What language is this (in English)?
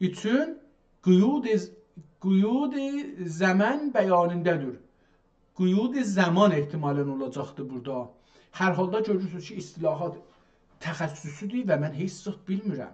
South Azerbaijani